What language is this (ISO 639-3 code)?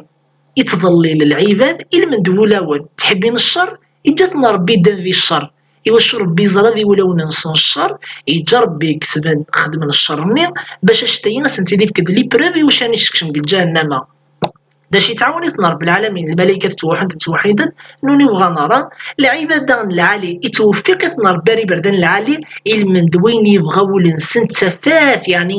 kab